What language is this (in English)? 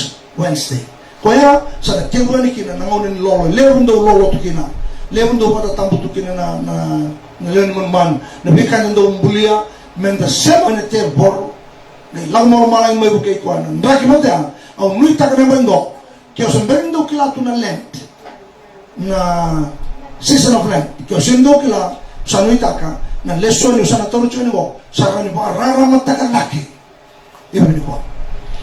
Fijian